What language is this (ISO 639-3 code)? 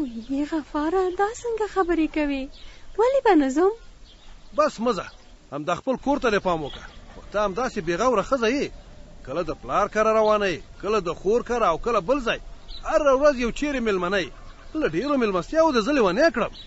pus